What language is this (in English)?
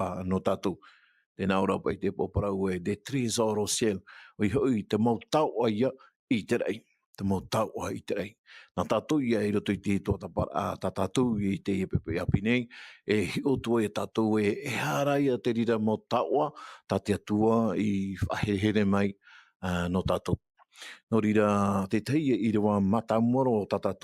Tahitian